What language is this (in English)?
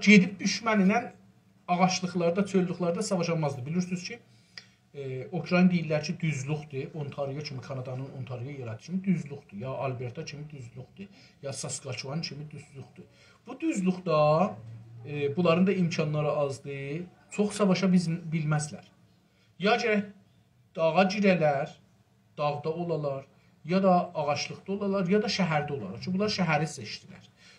South Azerbaijani